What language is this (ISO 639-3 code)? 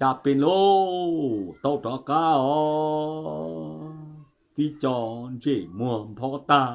hmn